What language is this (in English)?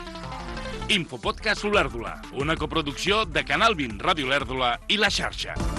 Catalan